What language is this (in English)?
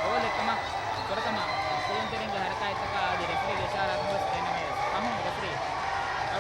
Divehi